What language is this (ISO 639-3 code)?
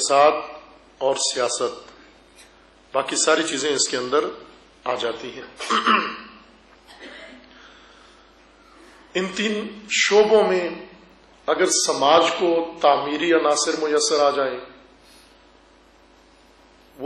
urd